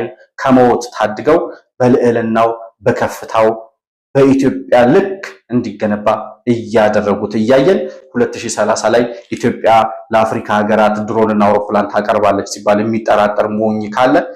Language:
Amharic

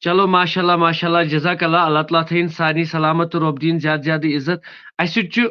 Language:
Kashmiri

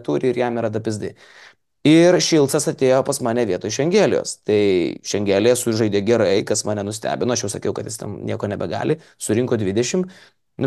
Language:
Lithuanian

